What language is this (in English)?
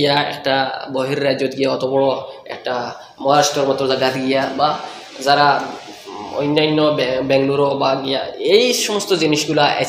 Sylheti